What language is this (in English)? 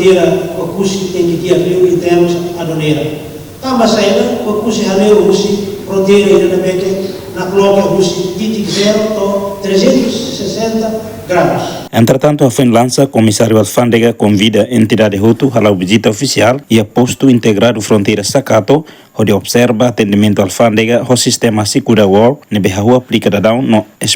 Tetum